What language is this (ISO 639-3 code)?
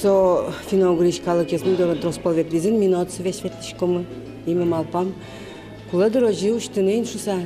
udm